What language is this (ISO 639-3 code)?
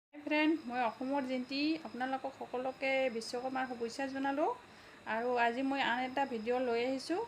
asm